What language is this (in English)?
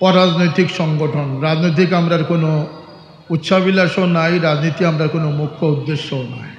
Sylheti